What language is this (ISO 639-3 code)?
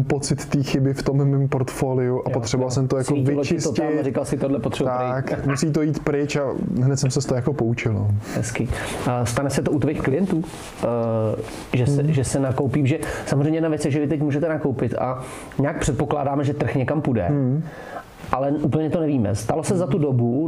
ces